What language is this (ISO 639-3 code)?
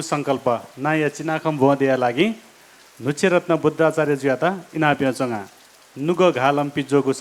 new